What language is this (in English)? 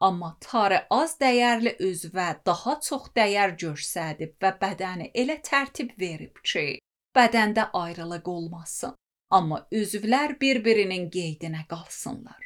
Azerbaijani